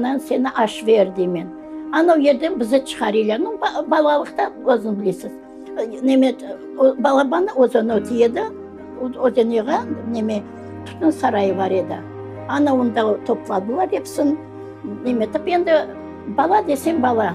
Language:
Crimean Tatar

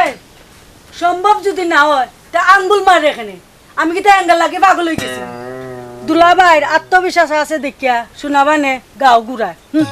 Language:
Sylheti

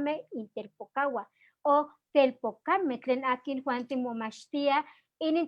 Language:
Eastern Huasteca Nahuatl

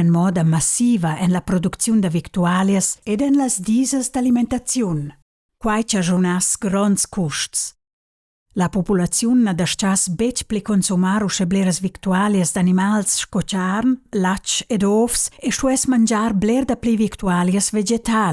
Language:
Romansh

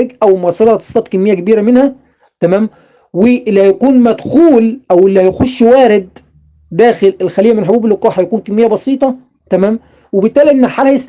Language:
Egyptian Arabic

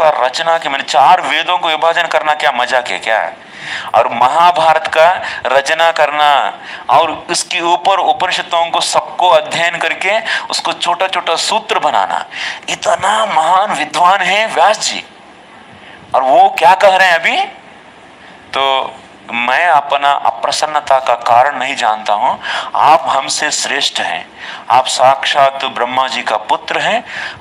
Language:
Hindi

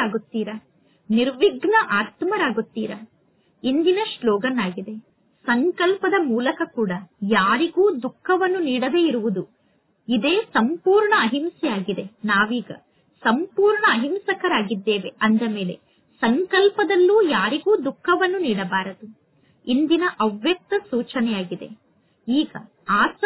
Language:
Kannada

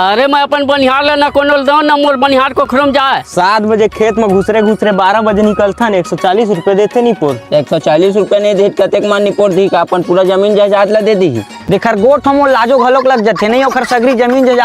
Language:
Chhattisgarhi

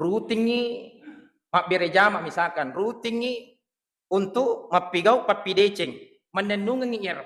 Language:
Buginese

